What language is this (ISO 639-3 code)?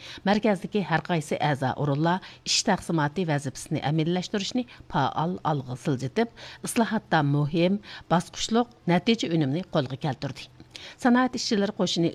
uig